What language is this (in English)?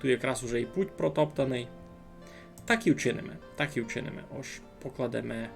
Rusyn